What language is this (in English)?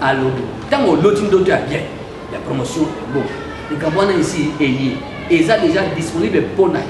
Lingala